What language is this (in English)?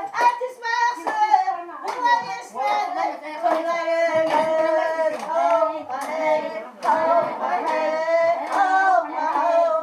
Kara-Kalpak